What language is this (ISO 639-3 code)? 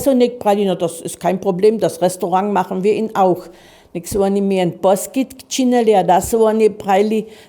hsb